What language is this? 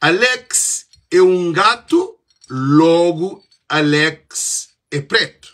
Kabuverdianu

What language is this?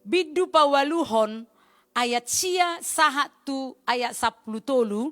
Batak Toba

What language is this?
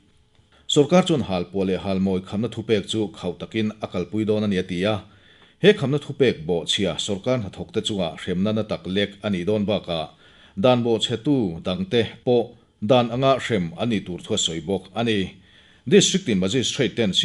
Mizo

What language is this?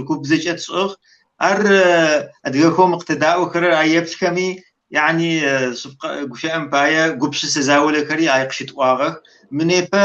Kabardian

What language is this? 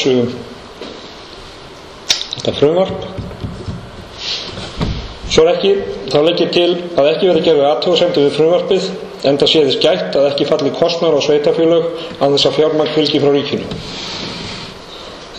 Icelandic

